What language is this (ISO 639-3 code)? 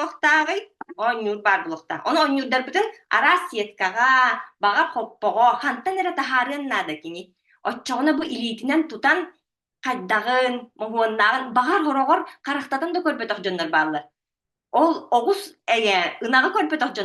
sah